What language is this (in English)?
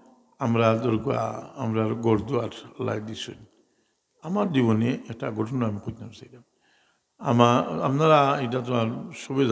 Sylheti